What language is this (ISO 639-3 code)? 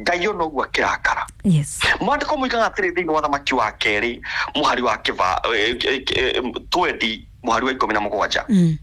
kik